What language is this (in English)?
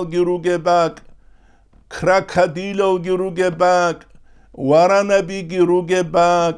Avaric